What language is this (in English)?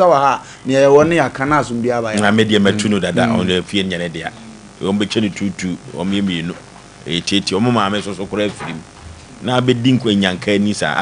Akan